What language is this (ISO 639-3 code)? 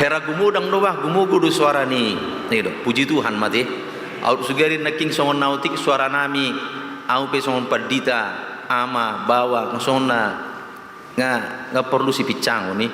bbc